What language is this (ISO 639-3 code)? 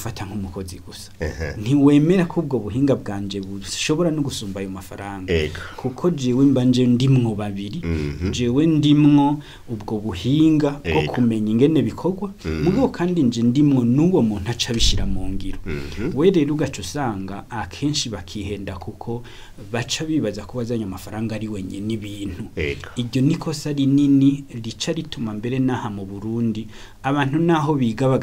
run